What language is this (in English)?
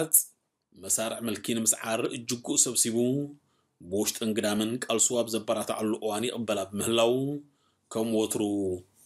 Tigrinya